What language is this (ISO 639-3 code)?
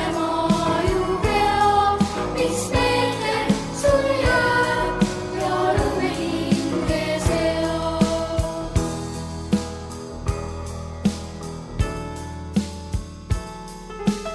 est